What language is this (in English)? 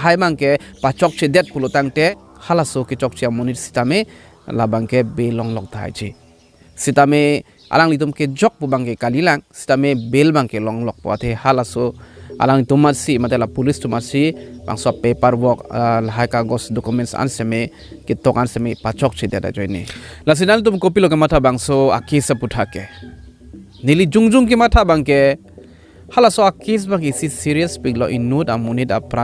Karbi